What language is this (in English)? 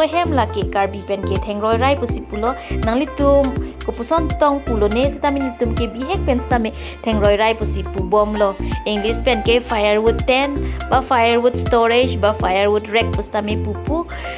Karbi